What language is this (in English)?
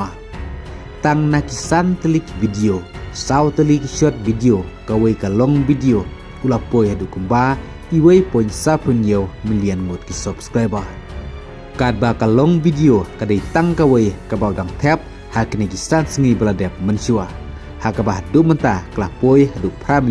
Khasi